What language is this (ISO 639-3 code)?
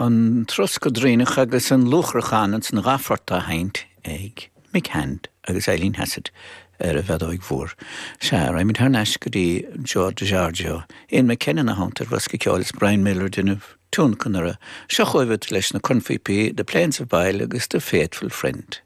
gle